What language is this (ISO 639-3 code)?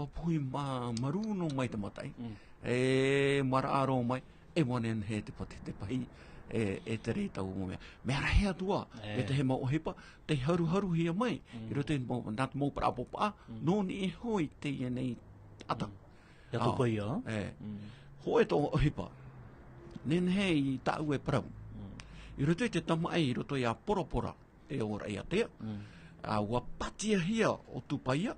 tah